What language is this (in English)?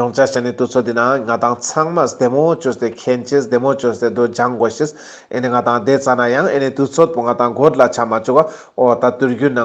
Ladakhi